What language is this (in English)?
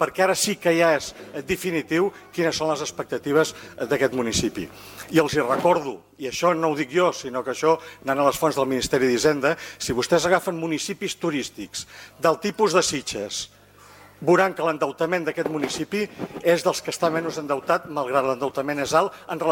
Catalan